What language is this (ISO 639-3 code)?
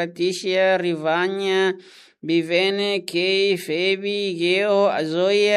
tet